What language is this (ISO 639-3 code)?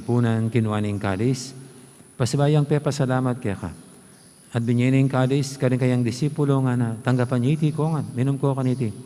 pam